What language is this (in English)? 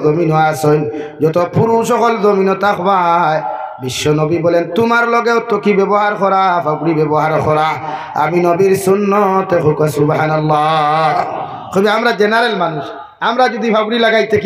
Sylheti